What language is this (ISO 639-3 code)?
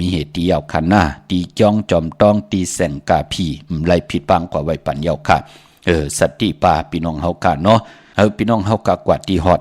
shn